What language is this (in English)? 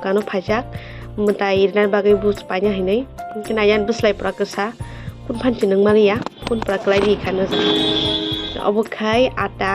Kok Borok